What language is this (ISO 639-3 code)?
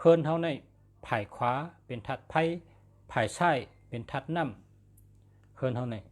shn